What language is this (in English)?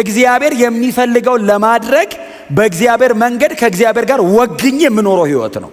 Amharic